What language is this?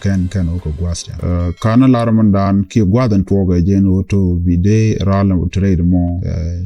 Nuer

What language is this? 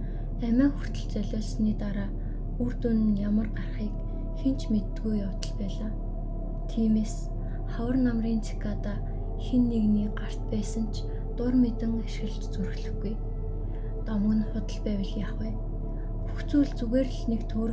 Mongolian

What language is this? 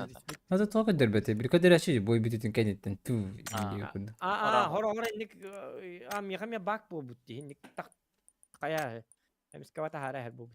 Yakut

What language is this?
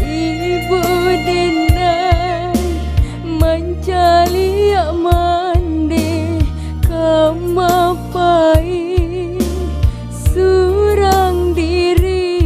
Minangkabau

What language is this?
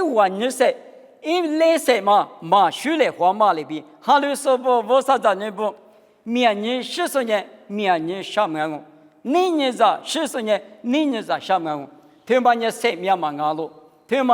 Lisu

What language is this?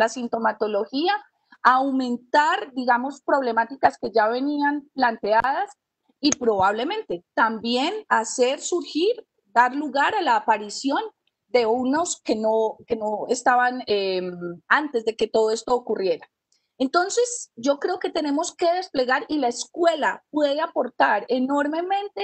Spanish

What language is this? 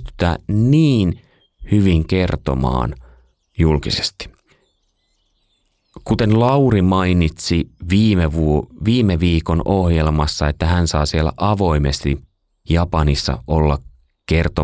Finnish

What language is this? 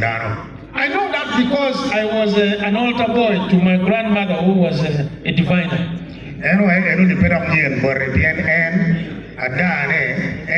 Acoli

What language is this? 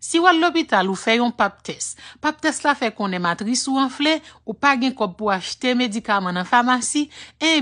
Haitian Creole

